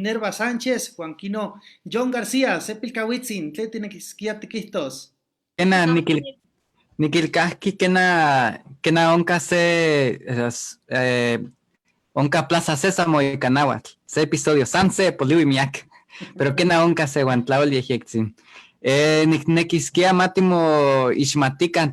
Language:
Eastern Huasteca Nahuatl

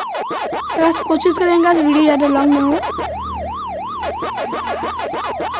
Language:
Hindi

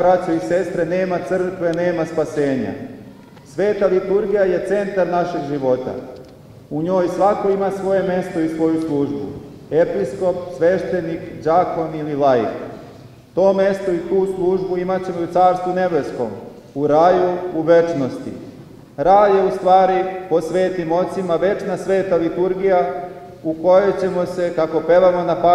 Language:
Serbian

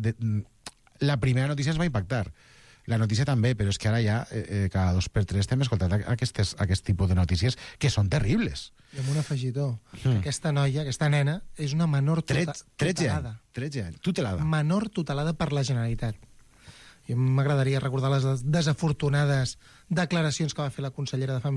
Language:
Catalan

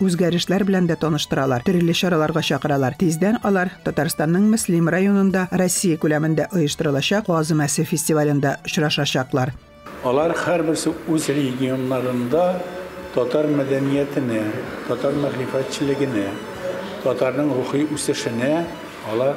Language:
Tatar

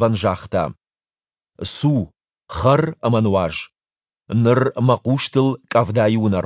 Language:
Ossetic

